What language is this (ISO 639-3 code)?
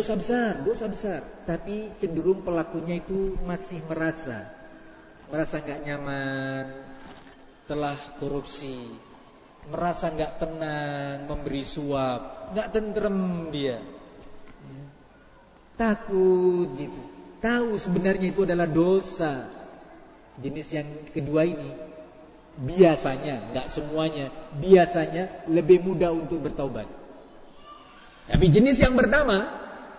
ind